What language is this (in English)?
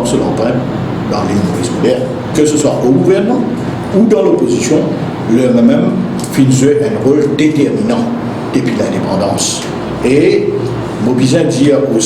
Morisyen